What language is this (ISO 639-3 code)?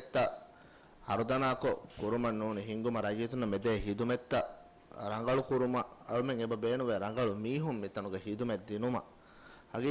div